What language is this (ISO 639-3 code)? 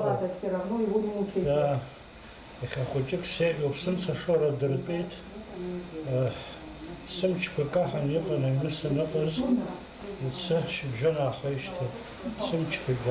abk